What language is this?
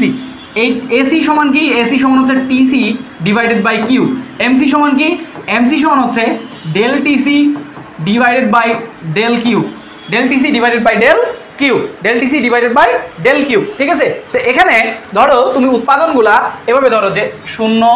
Bangla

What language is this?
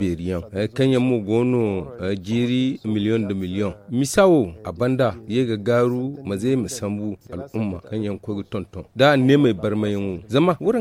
Zarma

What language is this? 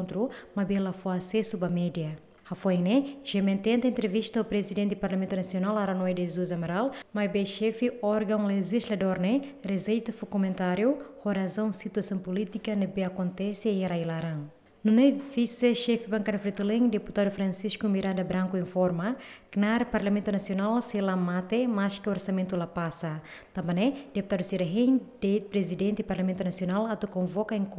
Tetum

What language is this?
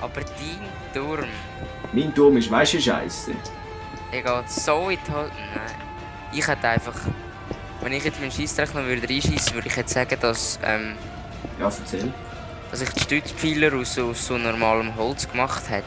Swiss German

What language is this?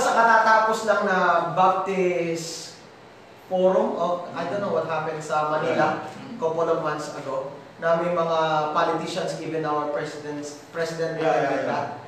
Filipino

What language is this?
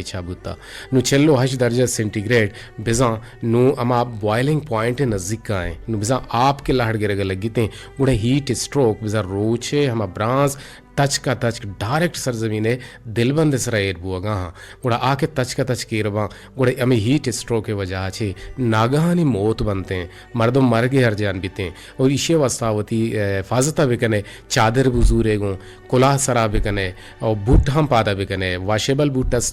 Eastern Balochi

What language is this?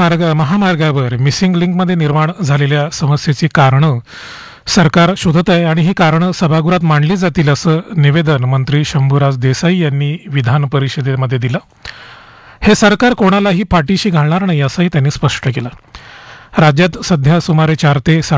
Marathi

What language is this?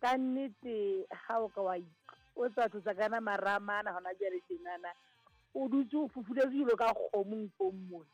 Southern Sotho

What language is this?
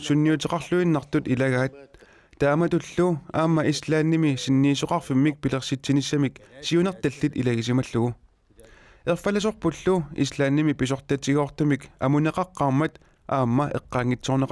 Kalaallisut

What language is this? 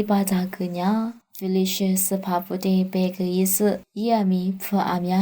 Lisu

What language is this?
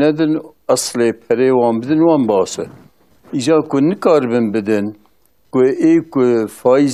Kurdish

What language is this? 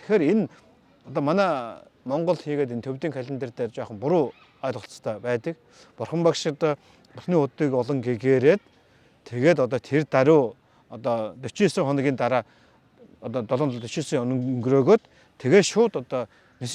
Mongolian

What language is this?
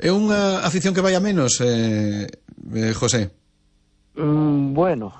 Galician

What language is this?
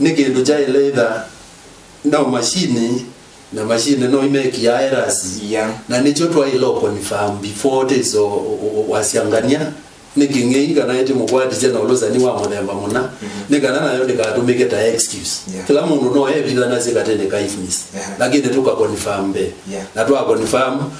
Kamba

